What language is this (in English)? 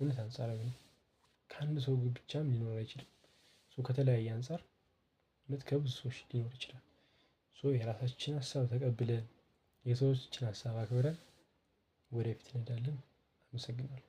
Amharic